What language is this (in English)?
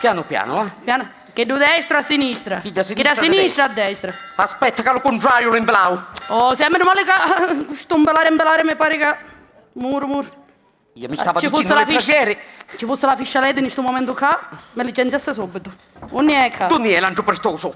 Sicilian